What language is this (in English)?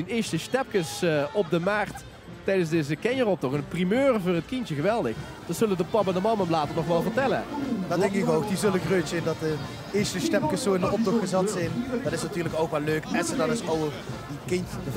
Limburgish